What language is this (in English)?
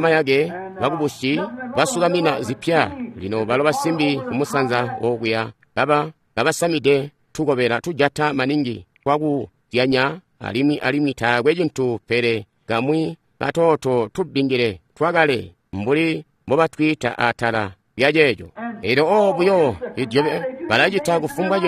Tonga (Zambia)